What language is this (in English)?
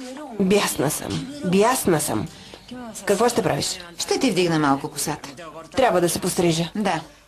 Bulgarian